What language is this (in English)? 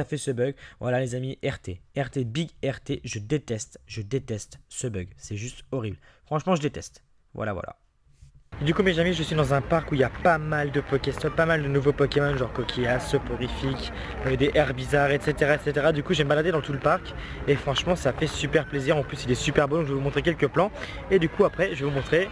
French